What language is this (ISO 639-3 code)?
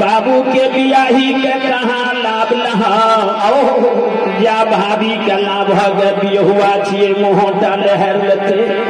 mai